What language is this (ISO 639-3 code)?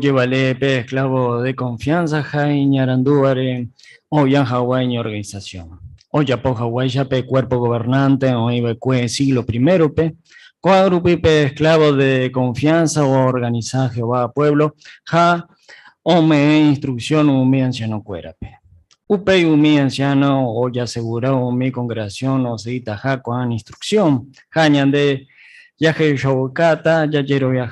grn